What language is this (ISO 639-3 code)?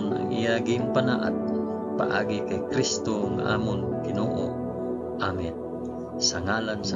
hil